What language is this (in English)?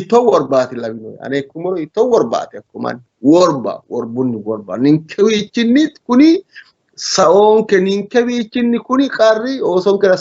Sidamo